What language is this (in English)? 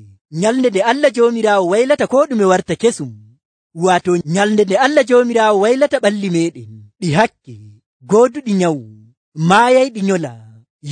Nigerian Fulfulde